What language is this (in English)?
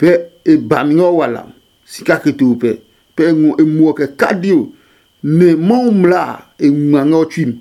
Adangme